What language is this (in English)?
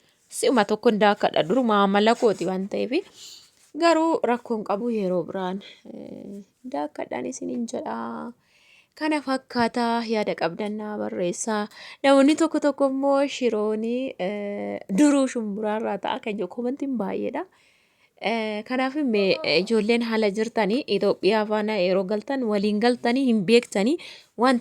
Oromo